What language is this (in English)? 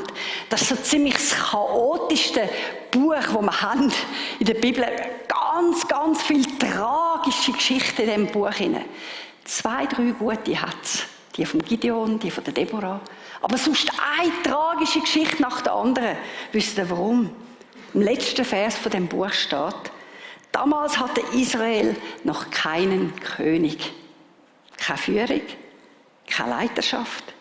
Swiss German